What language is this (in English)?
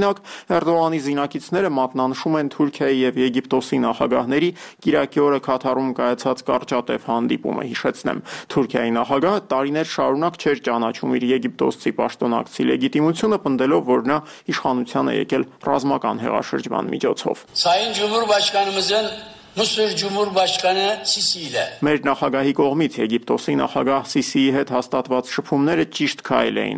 Armenian